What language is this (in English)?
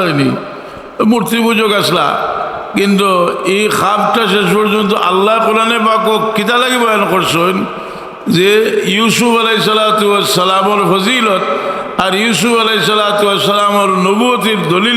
Sylheti